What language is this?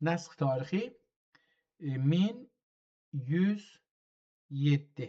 South Azerbaijani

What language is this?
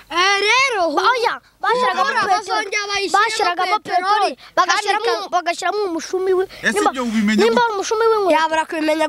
Kinyarwanda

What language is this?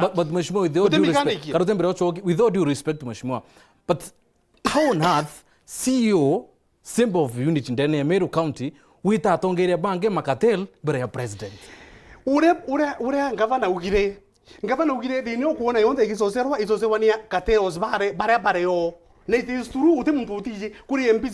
Meru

